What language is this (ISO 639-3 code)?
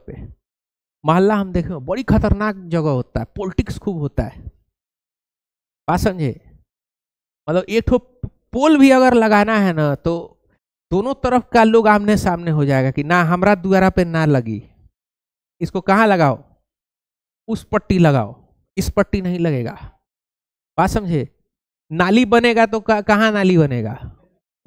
hin